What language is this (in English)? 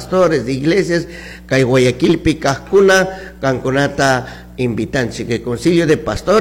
Chimborazo Highland Quichua